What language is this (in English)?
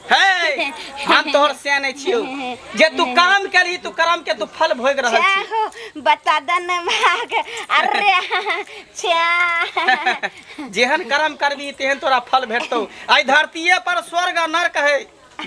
Maithili